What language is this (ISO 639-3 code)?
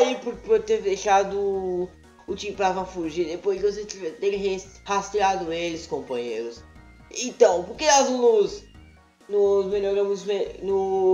por